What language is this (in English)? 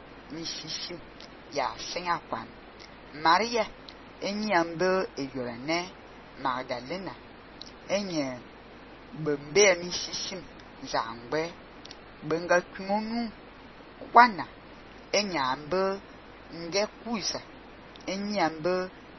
Fang